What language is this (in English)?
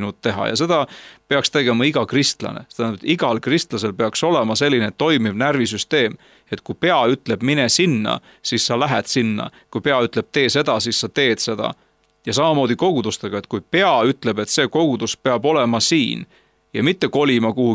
Estonian